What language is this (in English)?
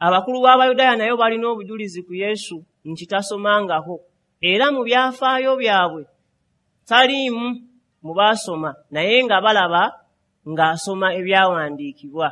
Ganda